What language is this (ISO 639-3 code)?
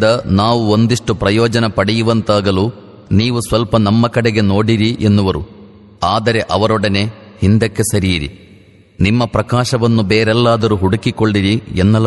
kan